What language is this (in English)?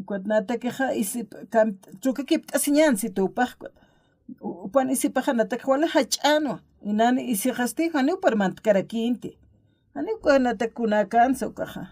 Aymara